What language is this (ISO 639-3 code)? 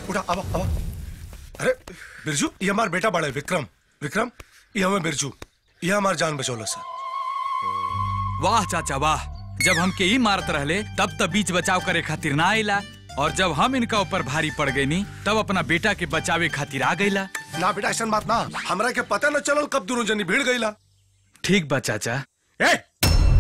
bho